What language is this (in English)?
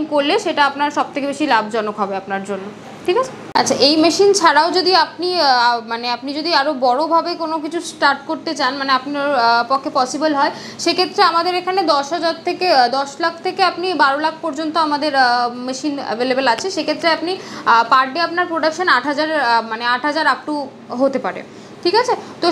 Bangla